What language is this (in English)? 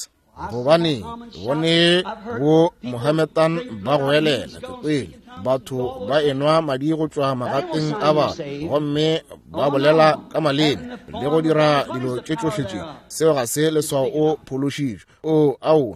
Northern Sotho